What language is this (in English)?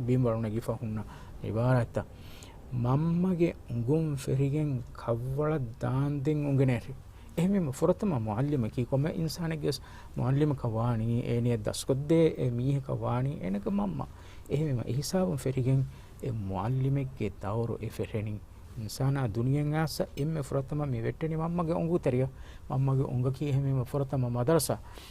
Divehi